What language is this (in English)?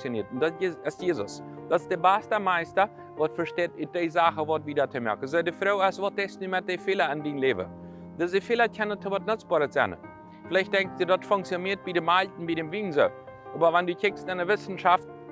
Plautdietsch